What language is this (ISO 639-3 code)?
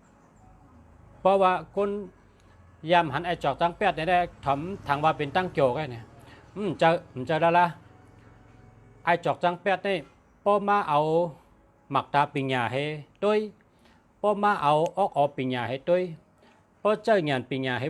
shn